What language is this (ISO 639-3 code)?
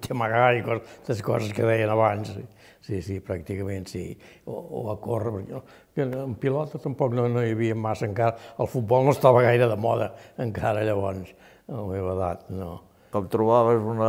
cat